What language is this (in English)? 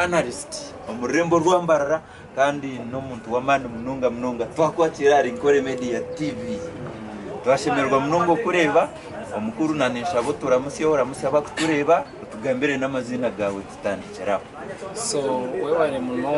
Nyankole